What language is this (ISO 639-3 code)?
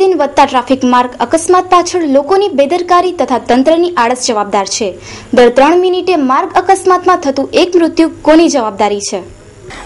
guj